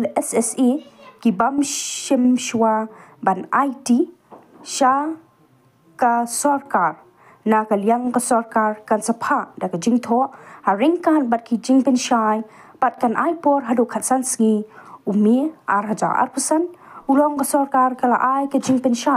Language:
Khasi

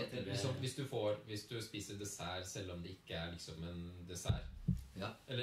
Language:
Norwegian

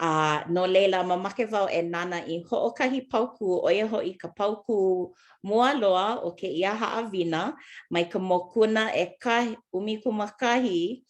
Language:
Hawaiian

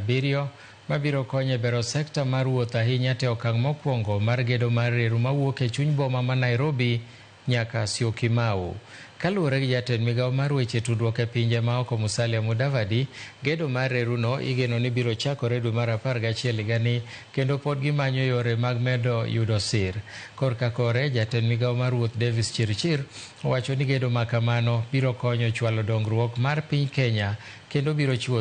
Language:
Luo (Kenya and Tanzania)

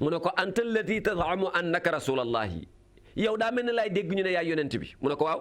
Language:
Wolof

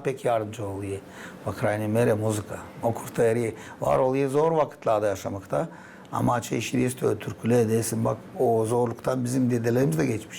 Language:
Gagauz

